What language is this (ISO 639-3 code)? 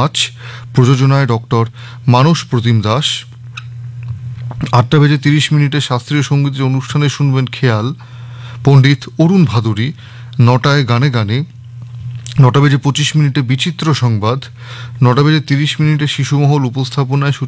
ben